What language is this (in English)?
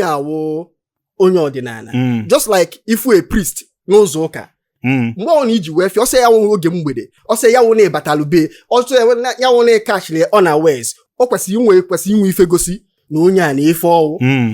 Igbo